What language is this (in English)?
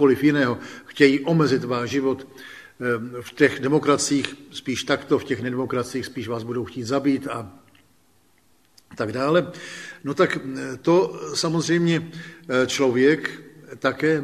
Czech